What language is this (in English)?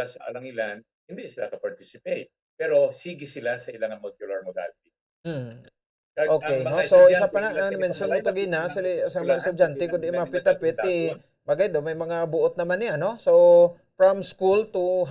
Hiligaynon